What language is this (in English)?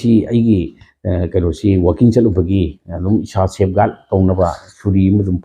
Manipuri